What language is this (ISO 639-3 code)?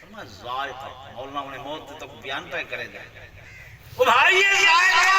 skr